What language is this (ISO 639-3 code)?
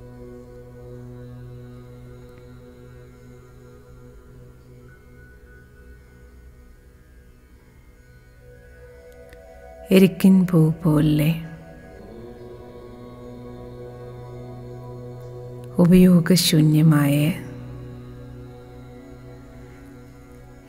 mal